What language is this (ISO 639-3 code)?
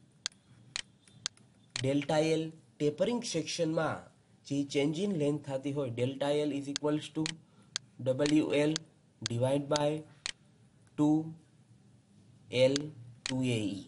guj